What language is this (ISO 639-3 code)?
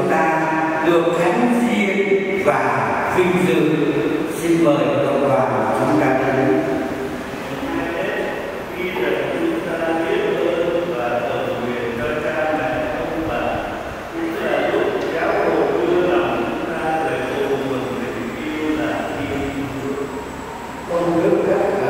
vie